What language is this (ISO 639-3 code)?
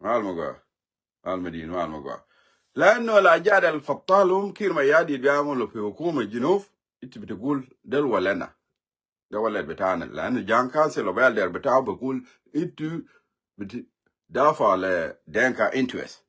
nus